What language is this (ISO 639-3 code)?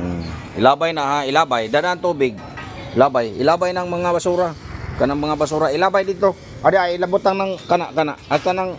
ceb